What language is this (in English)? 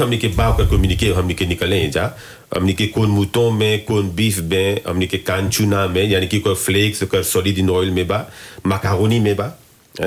Bhojpuri